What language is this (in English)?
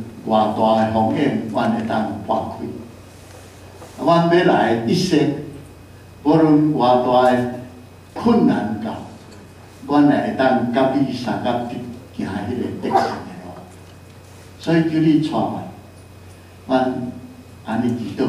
Min Nan Chinese